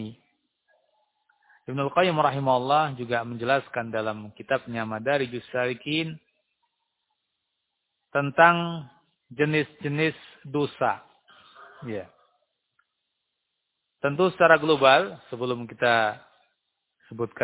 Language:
Indonesian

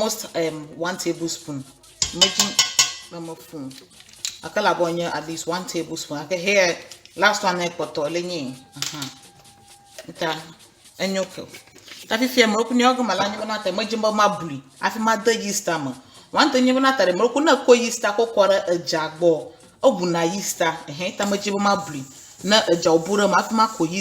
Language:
Ewe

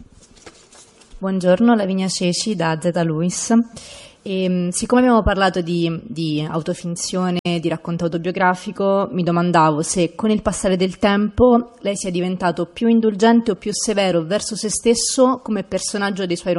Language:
Italian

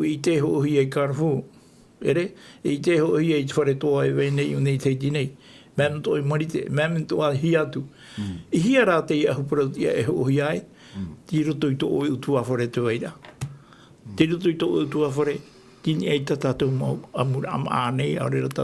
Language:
Tahitian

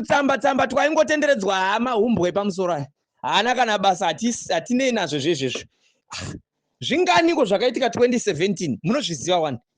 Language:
Shona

